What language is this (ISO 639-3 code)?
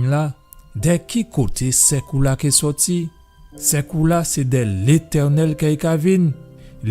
gcf